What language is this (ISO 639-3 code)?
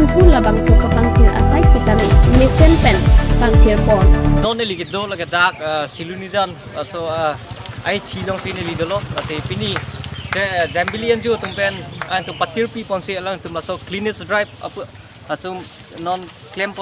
mjw